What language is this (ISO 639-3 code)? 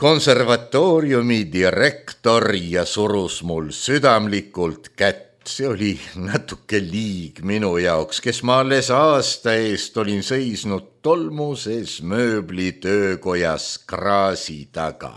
est